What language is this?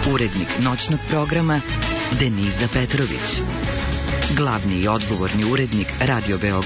Serbian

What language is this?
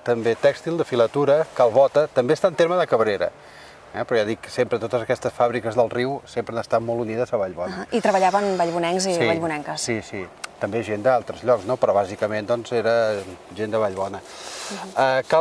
Catalan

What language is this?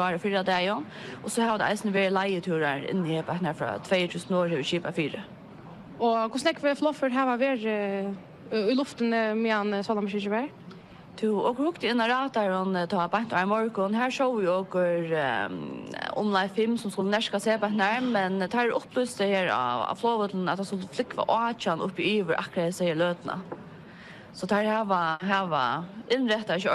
Faroese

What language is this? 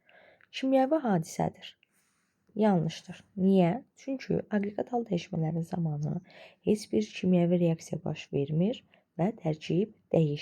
Azerbaijani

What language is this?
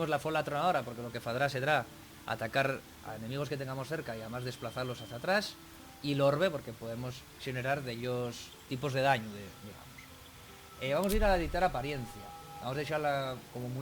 Asturian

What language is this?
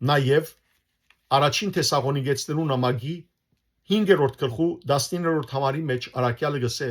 Western Armenian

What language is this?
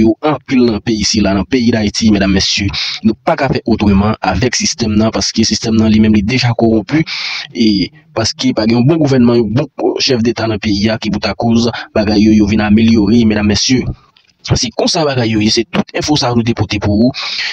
Haitian Creole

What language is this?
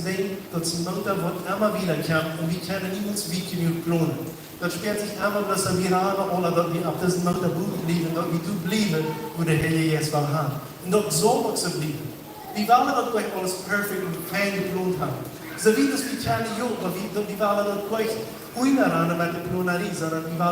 Plautdietsch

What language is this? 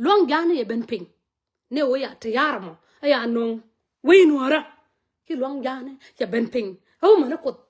Nuer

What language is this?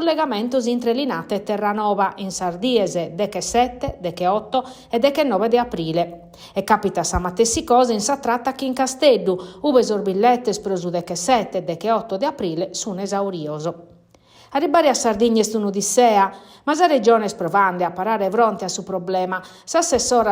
Sardinian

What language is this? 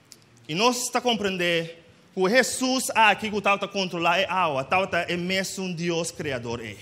Papiamento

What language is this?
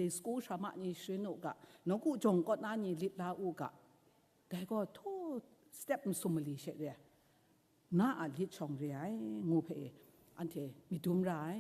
Kachin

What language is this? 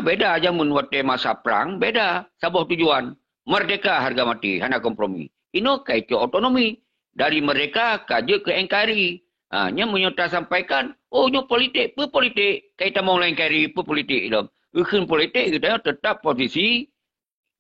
Achinese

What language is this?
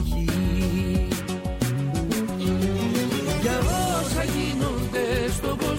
Greek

